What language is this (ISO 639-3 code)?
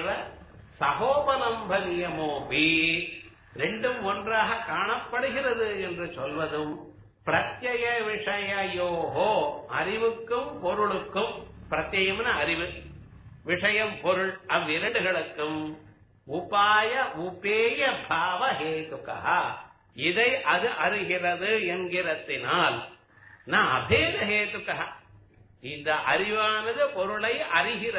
tam